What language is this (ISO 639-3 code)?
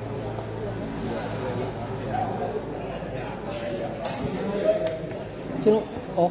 mya